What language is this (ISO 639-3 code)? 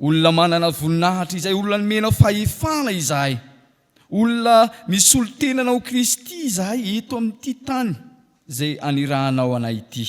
mlg